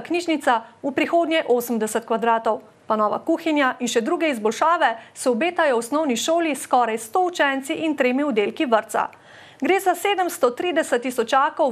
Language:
Slovenian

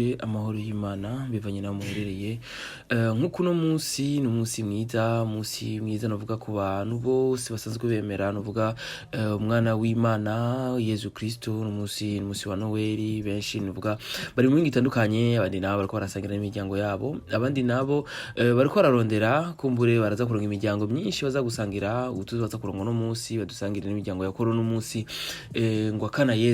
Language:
Rundi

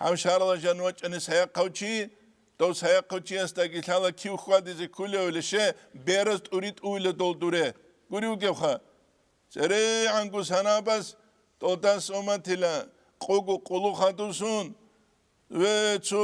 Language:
Avaric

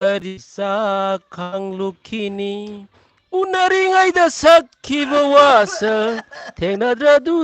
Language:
Manipuri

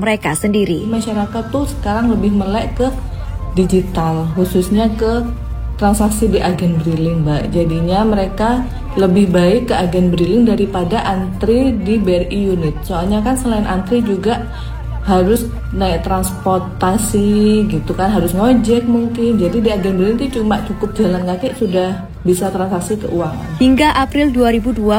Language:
Indonesian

